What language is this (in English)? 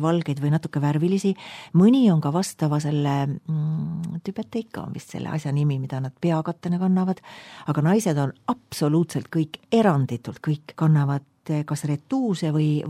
Estonian